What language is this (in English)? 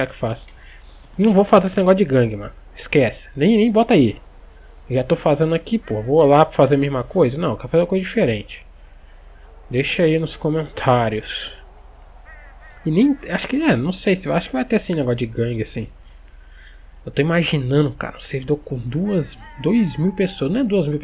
Portuguese